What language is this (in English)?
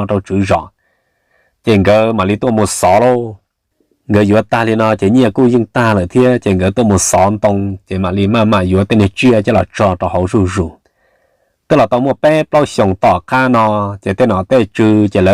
Hmong